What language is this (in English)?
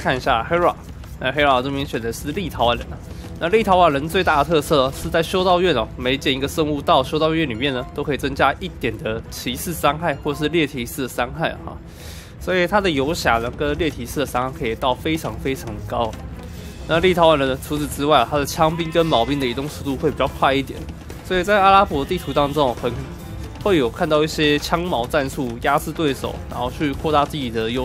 Chinese